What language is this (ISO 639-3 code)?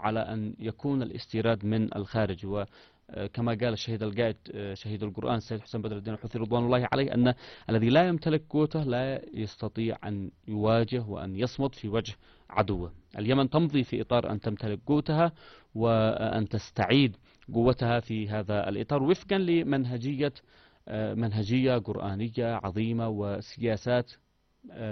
ara